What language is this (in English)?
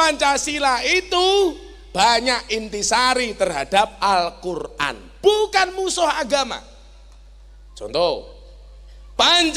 Indonesian